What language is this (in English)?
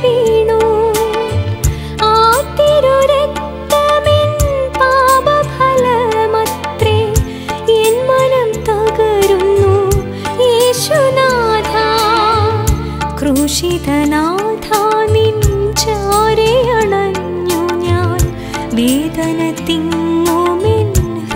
Malayalam